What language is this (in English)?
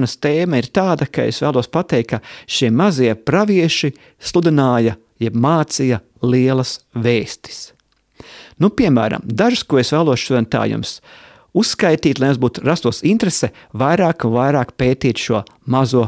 Latvian